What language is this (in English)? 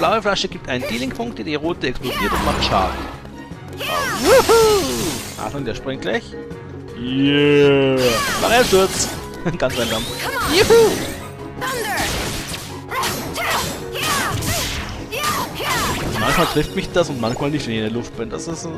German